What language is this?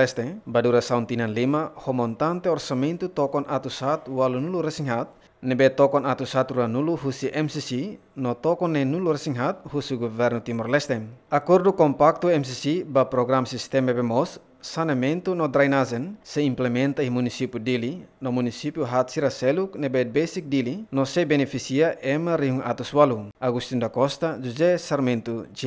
Tetum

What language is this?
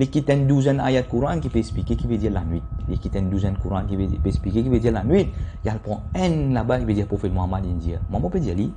Morisyen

